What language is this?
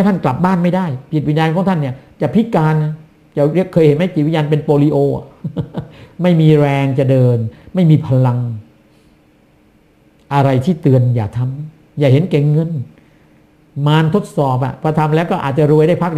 Thai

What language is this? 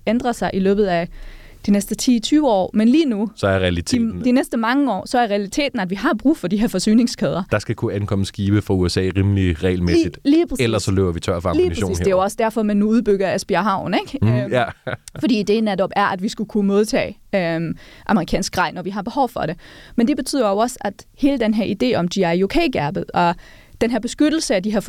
Danish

